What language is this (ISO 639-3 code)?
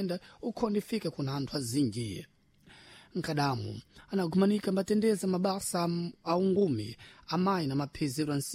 seh